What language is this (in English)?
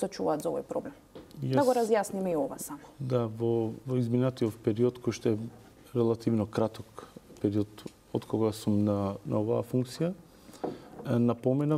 Macedonian